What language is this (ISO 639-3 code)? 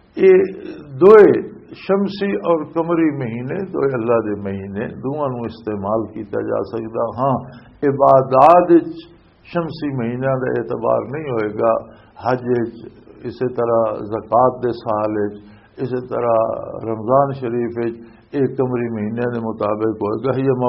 lah